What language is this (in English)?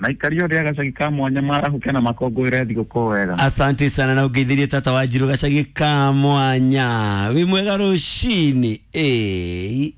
Kikuyu